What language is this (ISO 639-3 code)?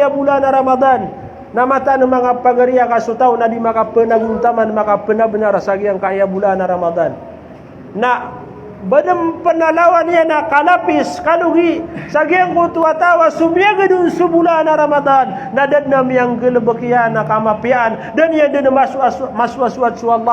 mrw